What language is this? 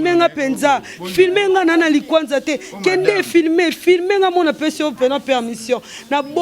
Lingala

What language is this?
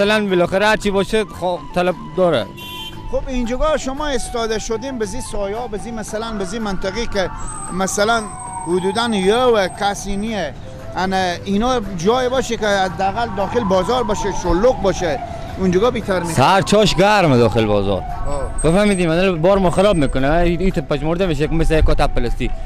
Persian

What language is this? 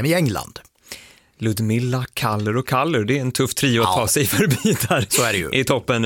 Swedish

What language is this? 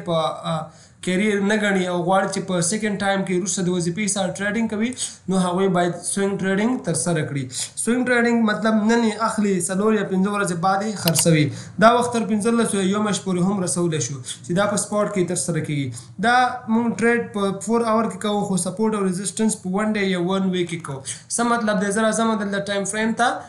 Pashto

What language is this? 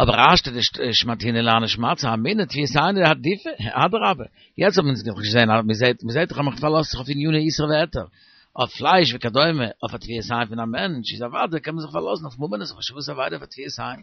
Yiddish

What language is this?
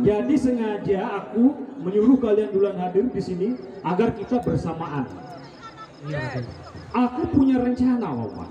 Sasak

